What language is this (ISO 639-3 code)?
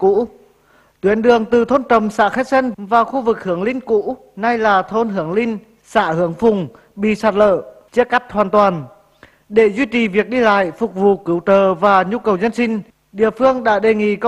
vie